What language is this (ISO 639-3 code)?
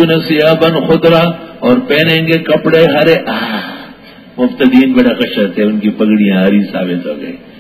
urd